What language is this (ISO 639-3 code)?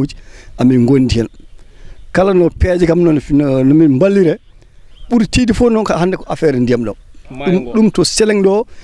ful